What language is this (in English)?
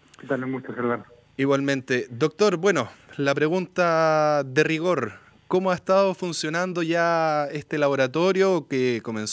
Spanish